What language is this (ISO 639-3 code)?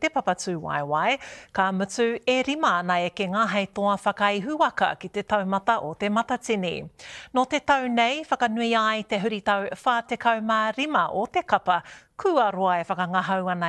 mri